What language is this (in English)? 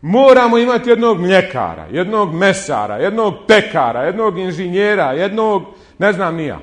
Bosnian